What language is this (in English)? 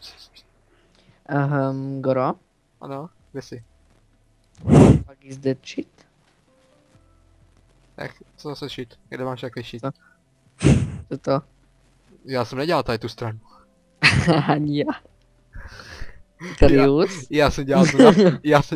Czech